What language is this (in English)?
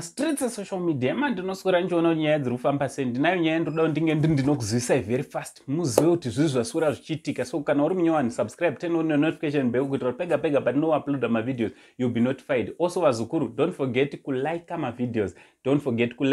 Shona